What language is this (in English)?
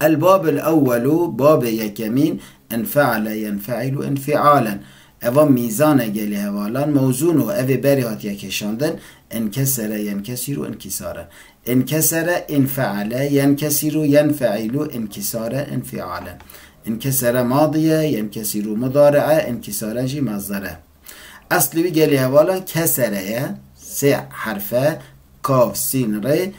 Kurdish